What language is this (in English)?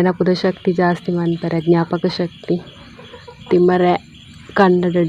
Tulu